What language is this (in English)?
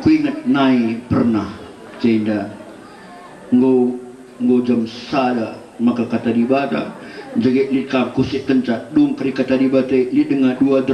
Batak Karo